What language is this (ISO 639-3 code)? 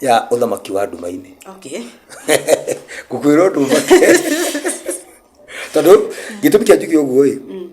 kik